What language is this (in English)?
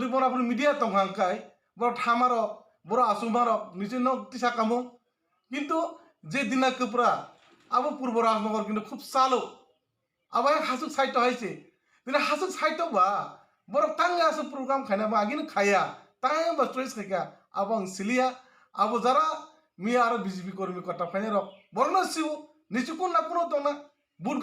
Kok Borok